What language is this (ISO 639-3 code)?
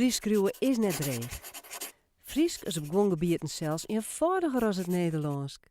fry